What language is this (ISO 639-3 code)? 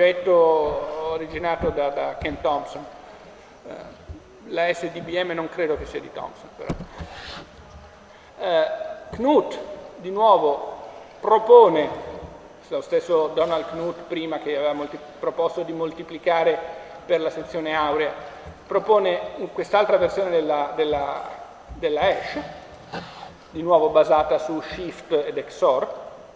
ita